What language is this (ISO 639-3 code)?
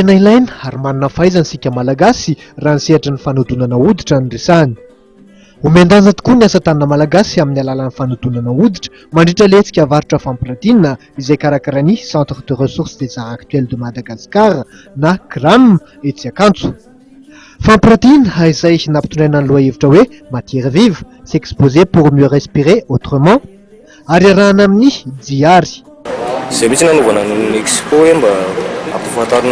mlg